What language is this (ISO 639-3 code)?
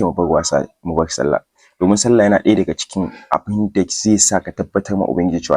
hau